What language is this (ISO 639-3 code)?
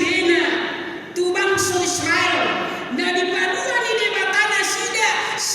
bbc